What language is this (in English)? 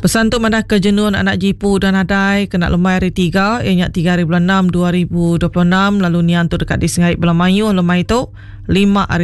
Iban